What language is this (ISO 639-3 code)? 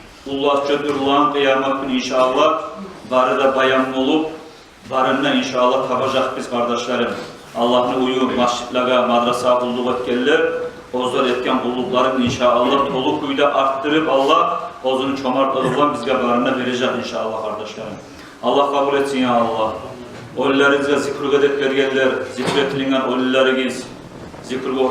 kum